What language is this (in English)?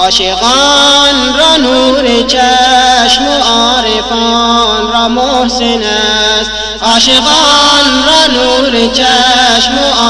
Persian